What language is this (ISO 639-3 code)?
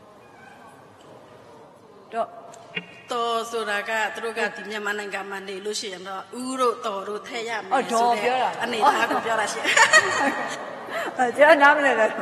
mya